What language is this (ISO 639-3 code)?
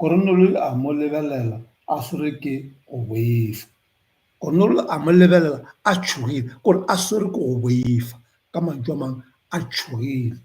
nso